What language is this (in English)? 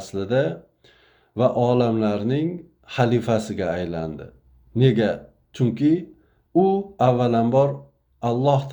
Uzbek